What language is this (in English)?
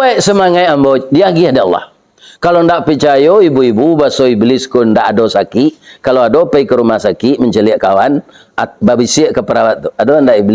Minangkabau